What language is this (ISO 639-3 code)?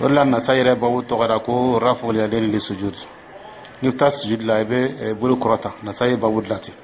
dyu